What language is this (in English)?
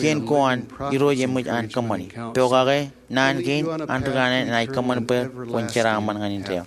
Marshallese